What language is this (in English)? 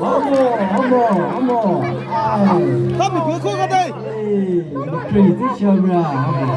Chokri Naga